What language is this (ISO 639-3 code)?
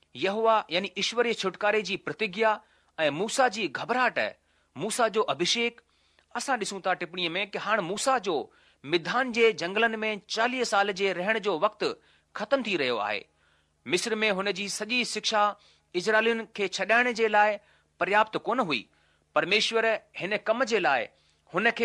snd